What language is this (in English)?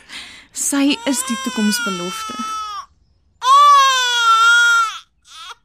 Afrikaans